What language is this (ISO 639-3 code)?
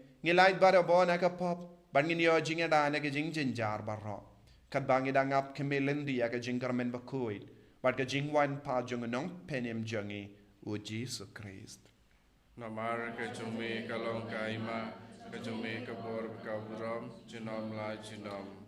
kha